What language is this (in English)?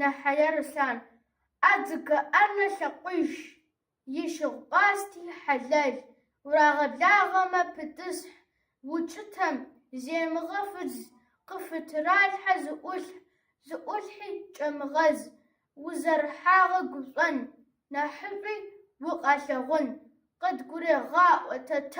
Kabardian